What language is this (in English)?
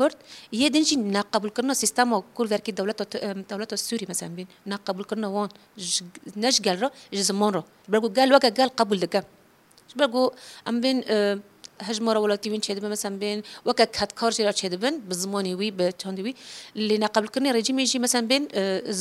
Kurdish